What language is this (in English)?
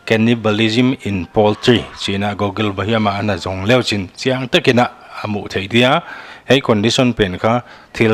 Paite Chin